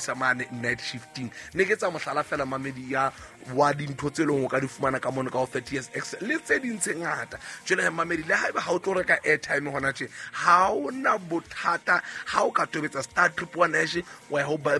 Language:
Southern Sotho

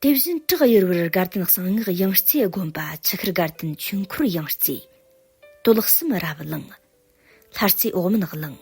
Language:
Tibetan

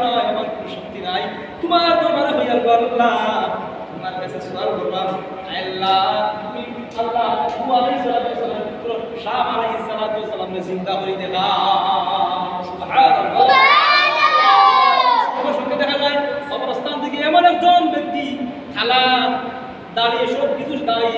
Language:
Sylheti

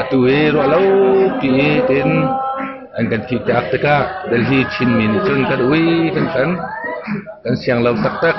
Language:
Hakha Chin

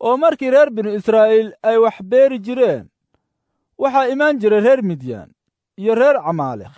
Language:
Somali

